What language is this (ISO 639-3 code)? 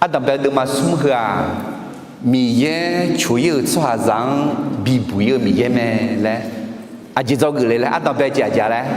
ahk